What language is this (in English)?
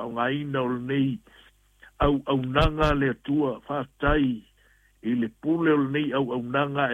Samoan